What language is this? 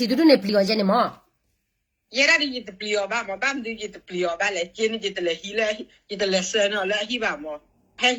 S'gaw Karen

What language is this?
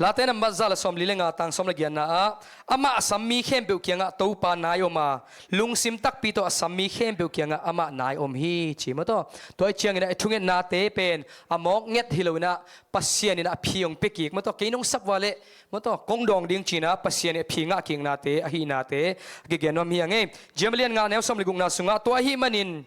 Tedim Chin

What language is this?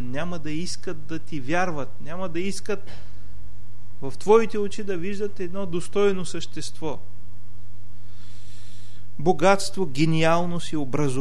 Bulgarian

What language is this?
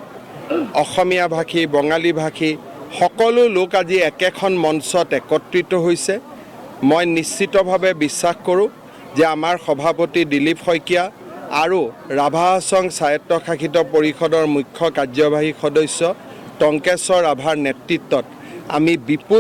Assamese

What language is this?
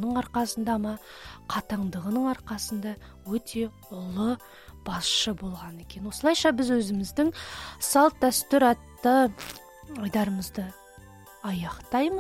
Kazakh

